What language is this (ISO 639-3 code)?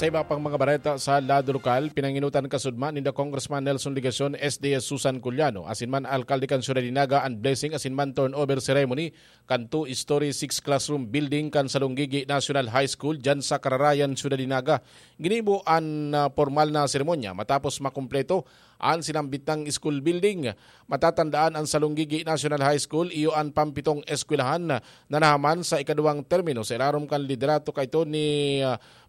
bik